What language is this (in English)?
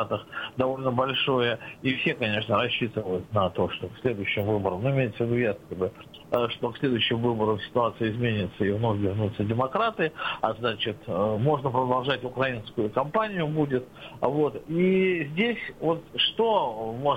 Russian